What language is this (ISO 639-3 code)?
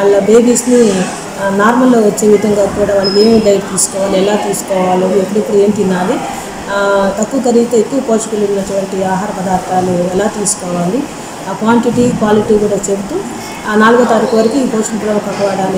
tel